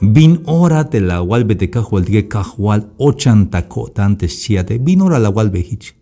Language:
Tzeltal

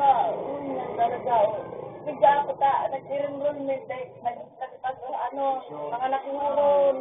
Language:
Bikol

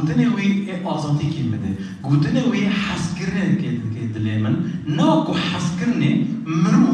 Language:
Kurdish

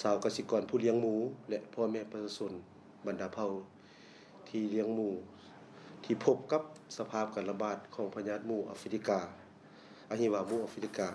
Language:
Lao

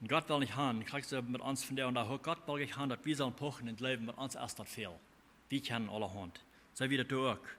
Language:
Plautdietsch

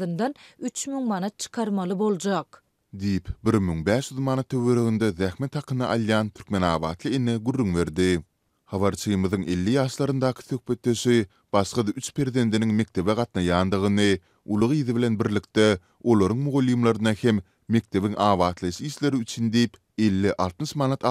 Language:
Turkmen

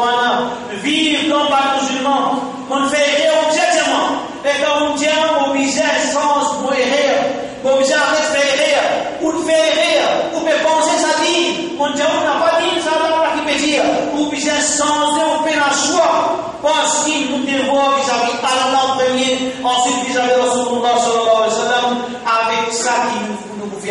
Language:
Morisyen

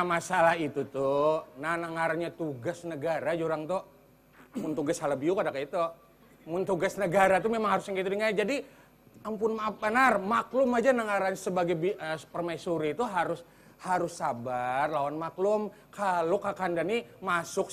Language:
Banjar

